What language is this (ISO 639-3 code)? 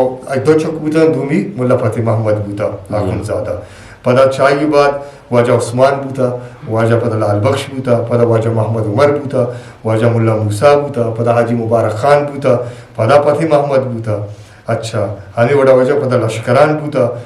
bgp